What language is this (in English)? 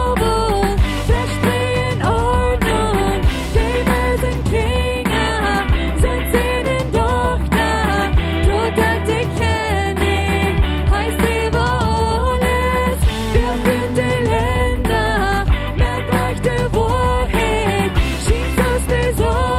Plautdietsch